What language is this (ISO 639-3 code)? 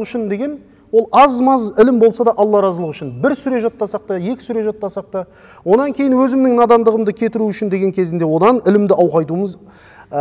kaz